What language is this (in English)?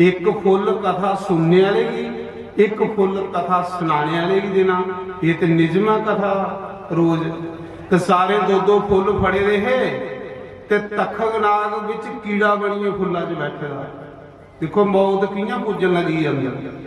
Dogri